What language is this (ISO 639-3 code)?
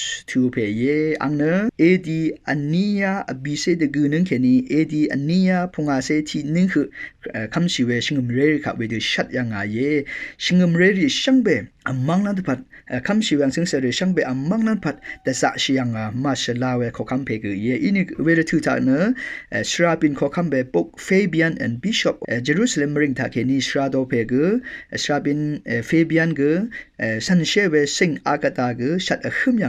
raw